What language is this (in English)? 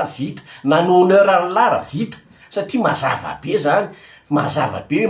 Malagasy